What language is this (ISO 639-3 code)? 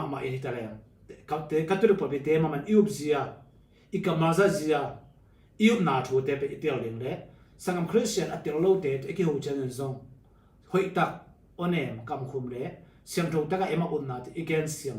ctd